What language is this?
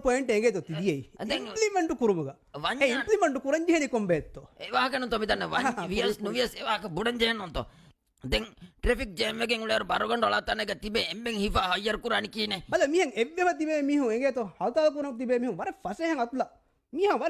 Divehi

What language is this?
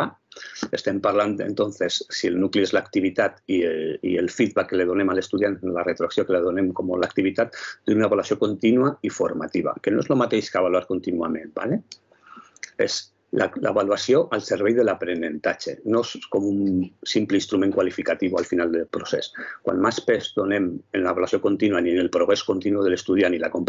Catalan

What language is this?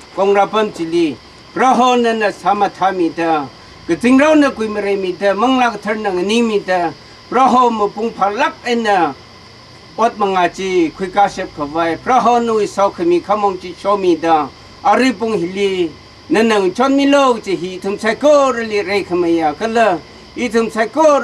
Tangkhul Naga (India)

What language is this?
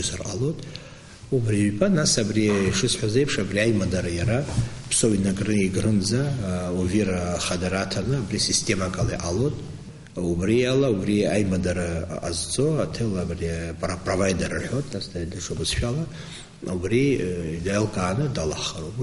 Abkhazian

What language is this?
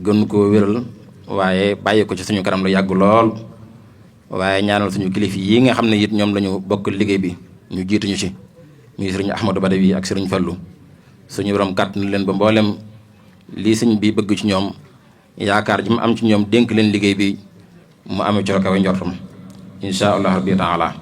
Wolof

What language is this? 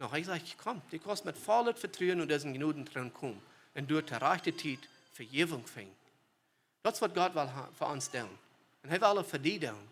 Plautdietsch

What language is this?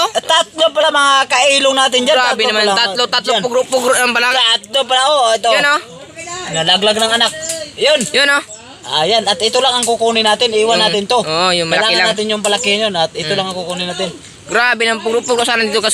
Filipino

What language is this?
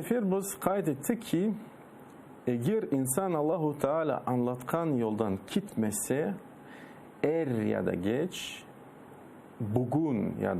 Crimean Tatar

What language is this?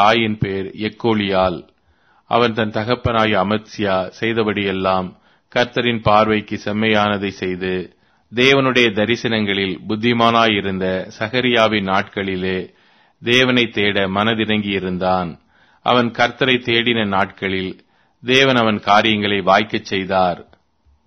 Tamil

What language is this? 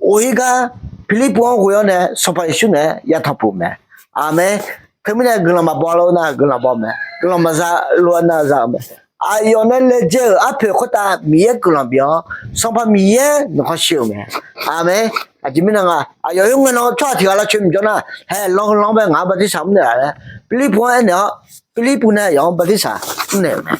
Akha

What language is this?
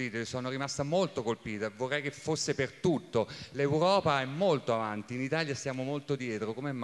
Italian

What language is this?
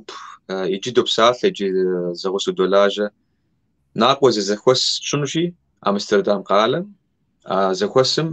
Kabardian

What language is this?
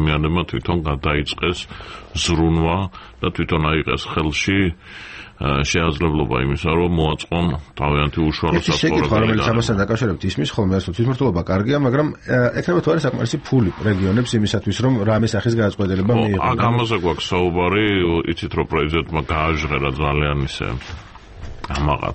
Georgian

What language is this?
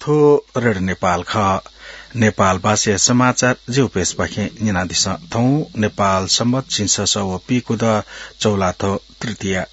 Newari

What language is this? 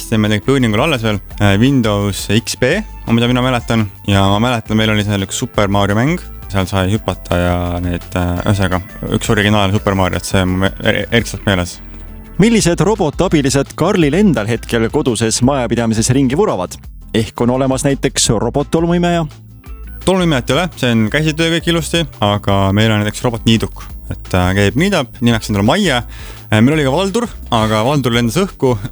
Estonian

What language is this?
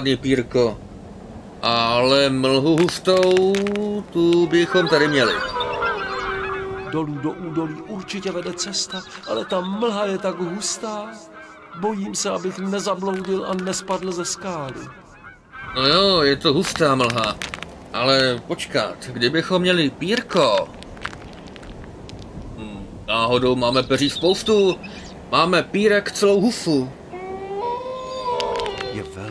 Czech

